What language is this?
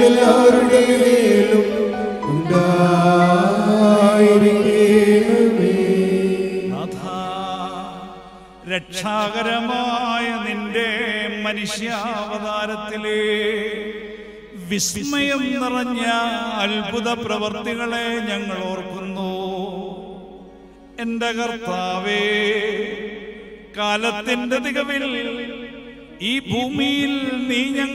Malayalam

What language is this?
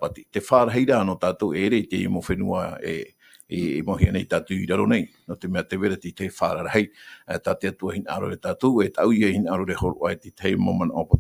Tahitian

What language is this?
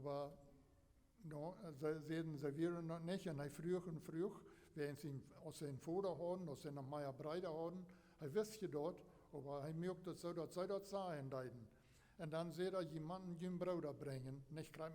Plautdietsch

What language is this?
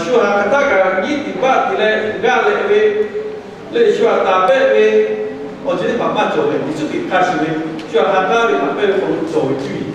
Lahu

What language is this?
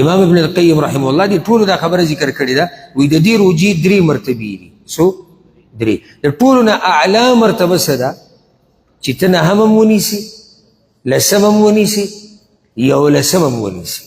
Pashto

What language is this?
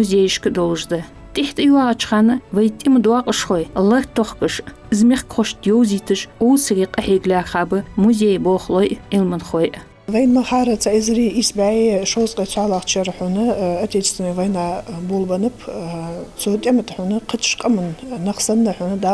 Ingush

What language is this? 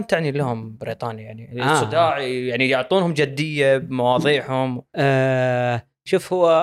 Gulf Arabic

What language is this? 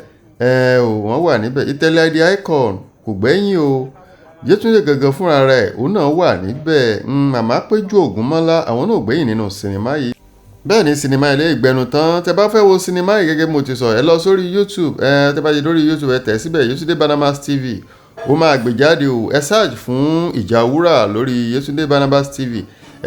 Yoruba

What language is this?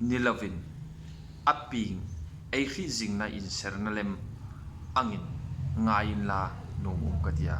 Hmar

